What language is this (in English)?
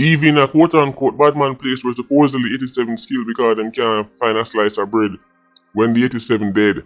Jamaican Creole English